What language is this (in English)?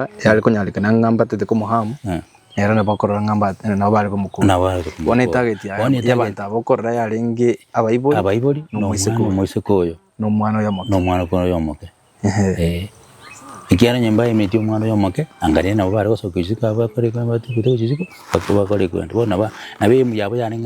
Gusii